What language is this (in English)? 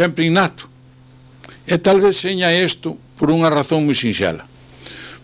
Galician